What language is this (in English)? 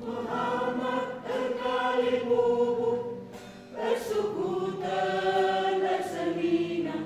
Batak Karo